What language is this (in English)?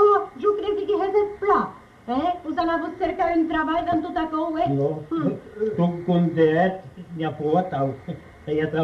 Occitan